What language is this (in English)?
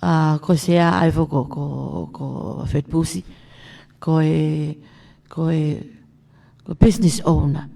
Tongan